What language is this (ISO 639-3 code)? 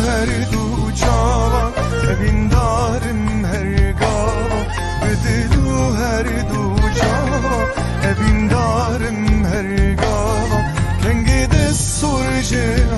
kur